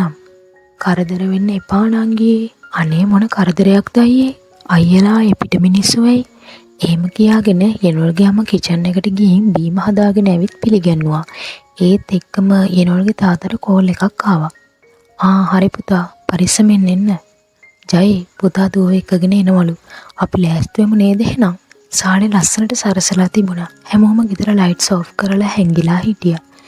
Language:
Sinhala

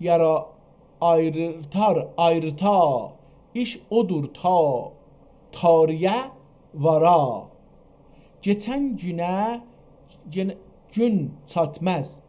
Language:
South Azerbaijani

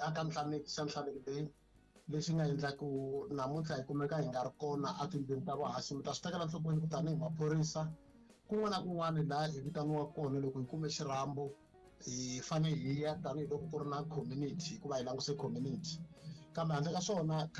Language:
Tsonga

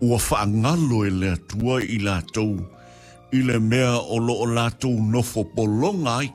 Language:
Samoan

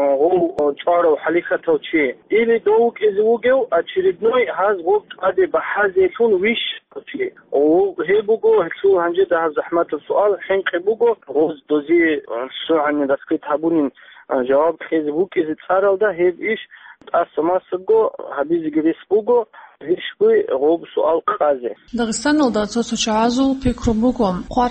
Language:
Avaric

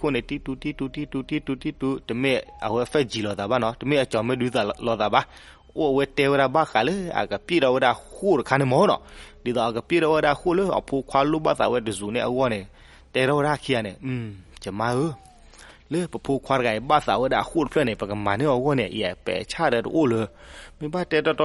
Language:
S'gaw Karen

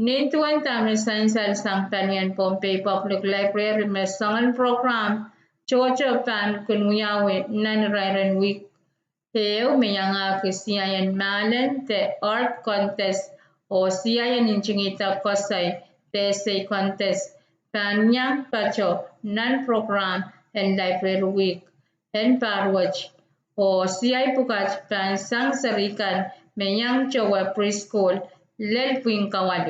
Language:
Pohnpeian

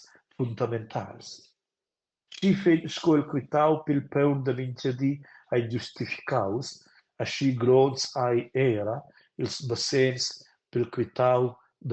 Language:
Romansh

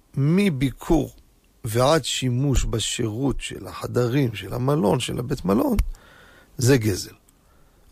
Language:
Hebrew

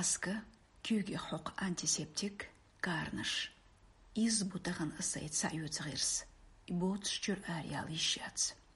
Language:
Chechen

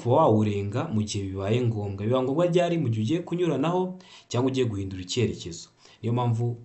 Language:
Kinyarwanda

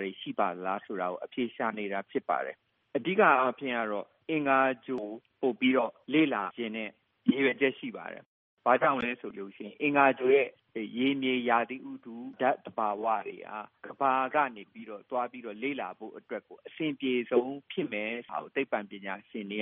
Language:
Burmese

